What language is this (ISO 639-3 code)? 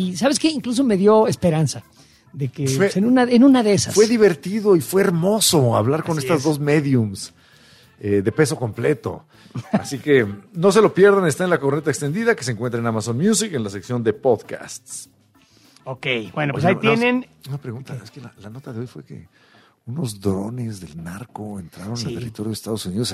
spa